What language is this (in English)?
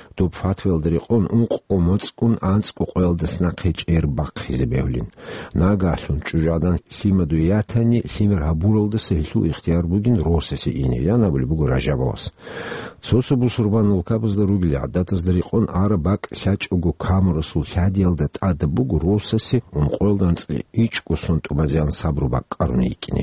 Avaric